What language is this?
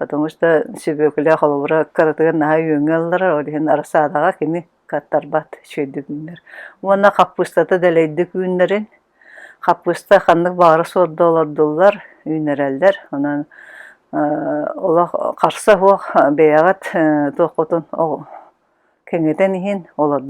Yakut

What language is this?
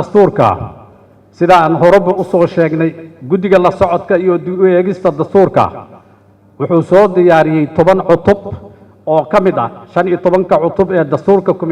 Somali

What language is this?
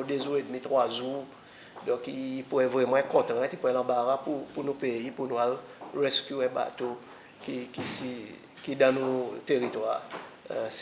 Seselwa Creole French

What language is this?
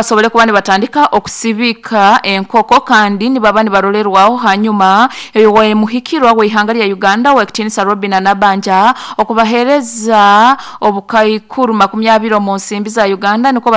Nyoro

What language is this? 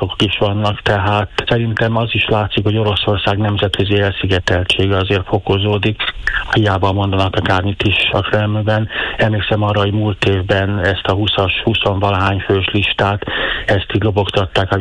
Hungarian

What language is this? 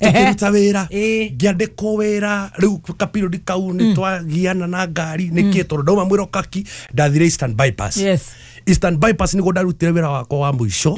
Kikuyu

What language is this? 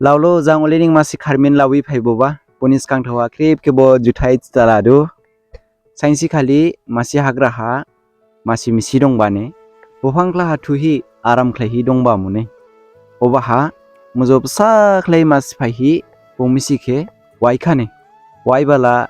Dimasa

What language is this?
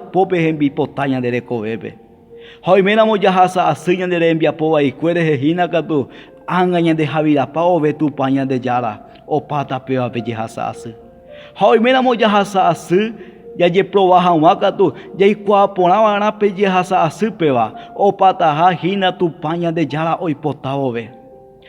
Guarani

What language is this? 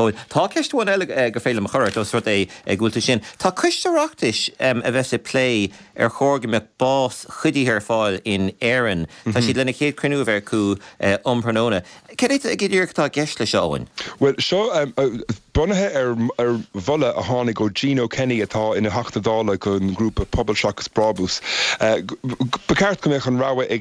Irish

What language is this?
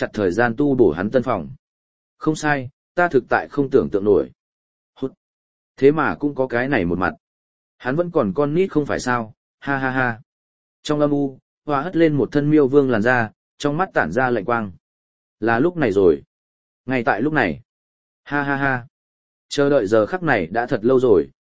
Vietnamese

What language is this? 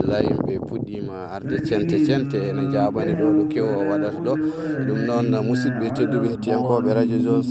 Fula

